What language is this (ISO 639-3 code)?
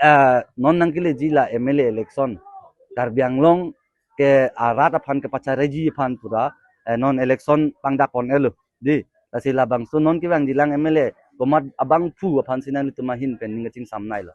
mjw